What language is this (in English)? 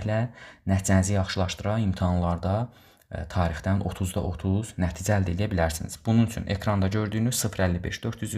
Azerbaijani